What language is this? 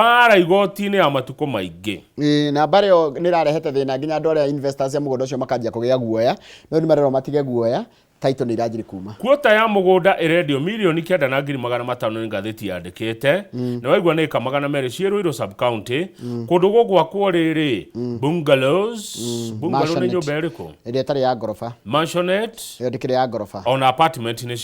Kikuyu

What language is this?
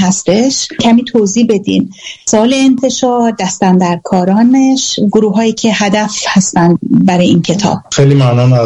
Persian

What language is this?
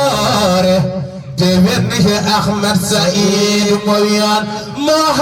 Fula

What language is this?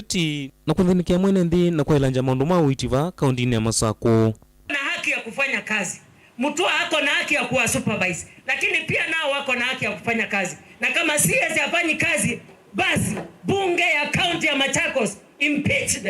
Kamba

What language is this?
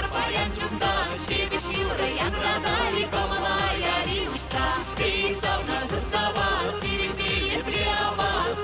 Chuvash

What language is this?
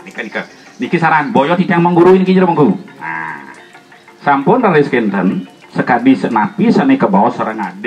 Balinese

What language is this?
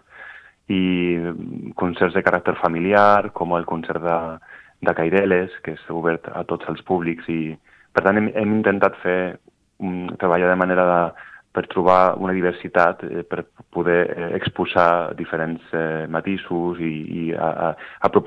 Catalan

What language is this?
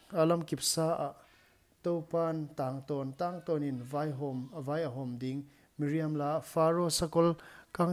Paite Chin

